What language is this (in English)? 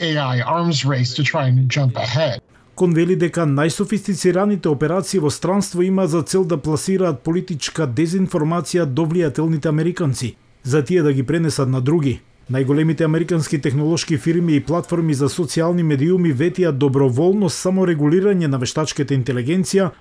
Macedonian